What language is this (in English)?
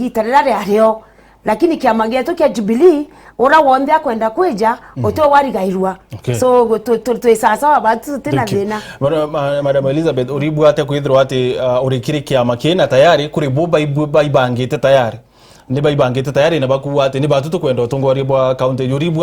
Meru